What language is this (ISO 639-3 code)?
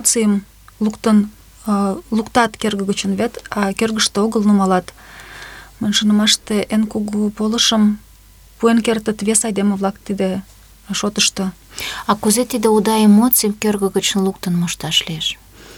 chm